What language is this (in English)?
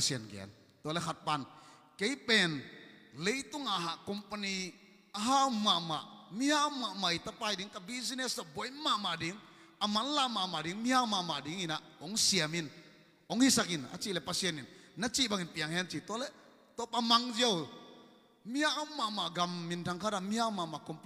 Tedim Chin